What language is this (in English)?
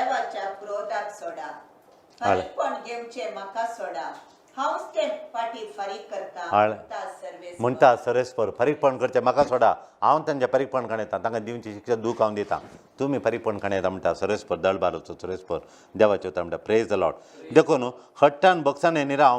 Konkani